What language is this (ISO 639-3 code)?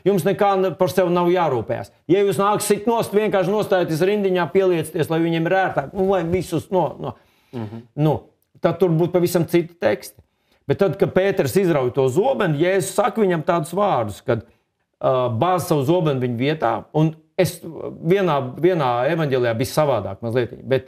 lav